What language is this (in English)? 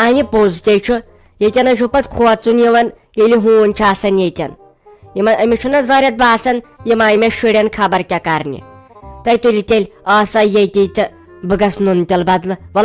Kashmiri